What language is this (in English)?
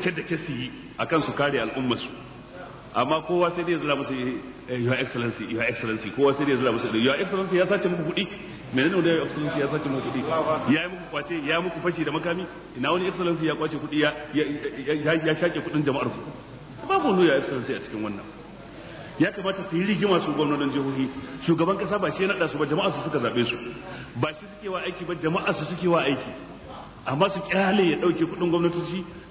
Hausa